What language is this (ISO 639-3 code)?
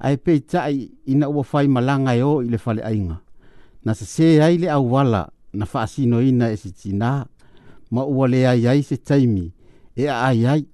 smo